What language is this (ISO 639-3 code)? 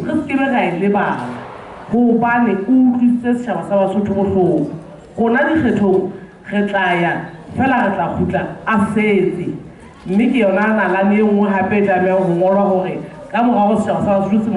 sot